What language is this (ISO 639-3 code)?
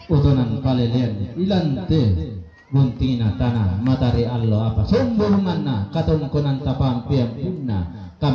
sda